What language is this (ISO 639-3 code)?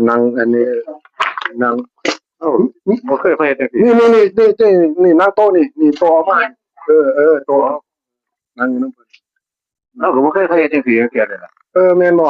tts